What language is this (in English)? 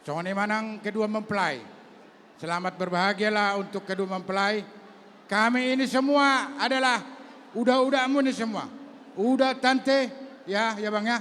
Batak Toba